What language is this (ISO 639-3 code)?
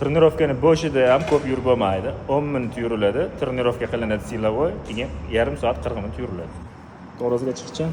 uzb